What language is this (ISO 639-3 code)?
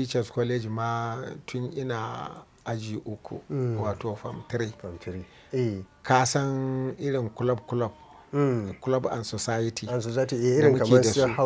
hau